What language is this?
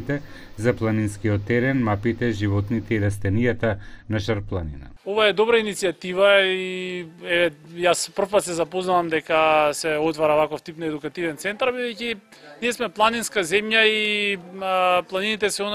Macedonian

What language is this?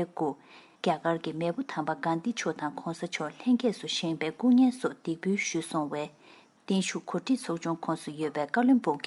Tibetan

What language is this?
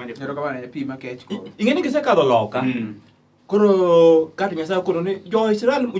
Luo (Kenya and Tanzania)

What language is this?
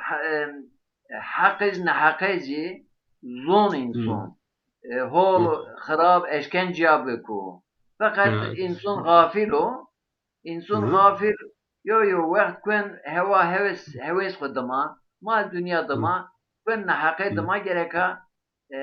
Zaza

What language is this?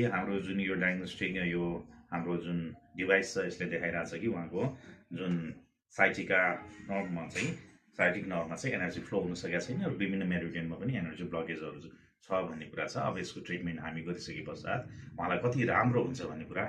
Nepali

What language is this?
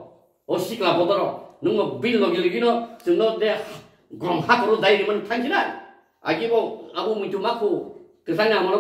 Kok Borok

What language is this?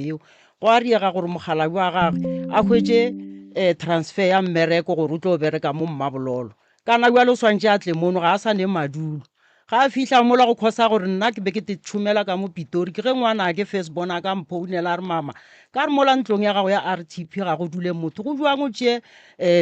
Northern Sotho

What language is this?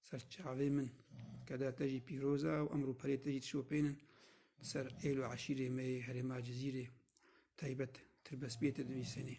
Kurdish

